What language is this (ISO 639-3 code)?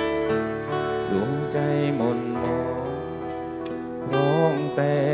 tha